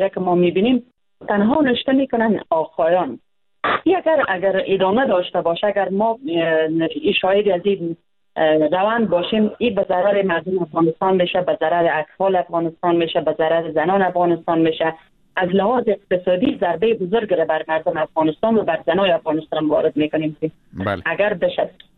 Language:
Persian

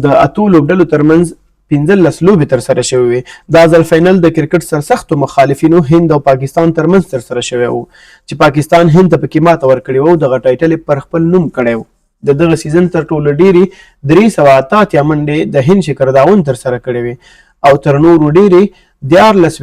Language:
Pashto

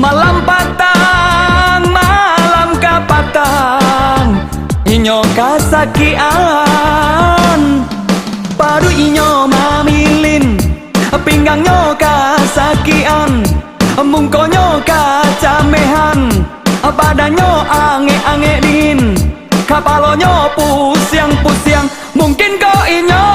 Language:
Minangkabau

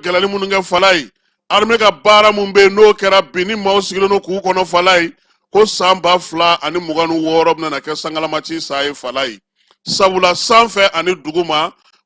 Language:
Bambara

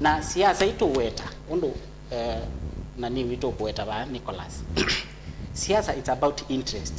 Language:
Kamba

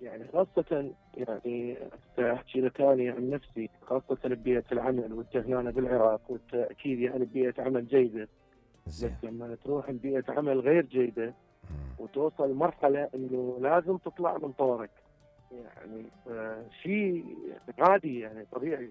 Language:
Mesopotamian Arabic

